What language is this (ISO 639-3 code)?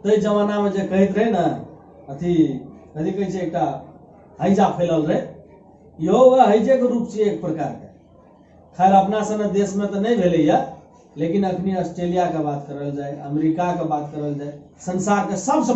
mai